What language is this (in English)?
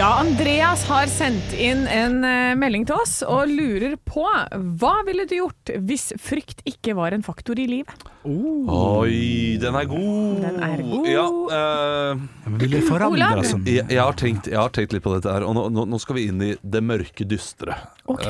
Norwegian